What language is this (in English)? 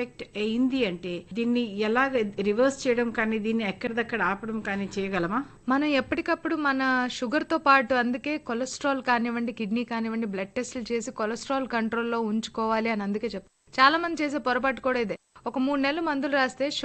Telugu